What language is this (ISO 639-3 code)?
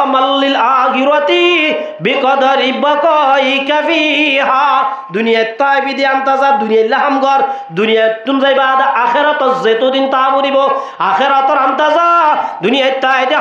rhg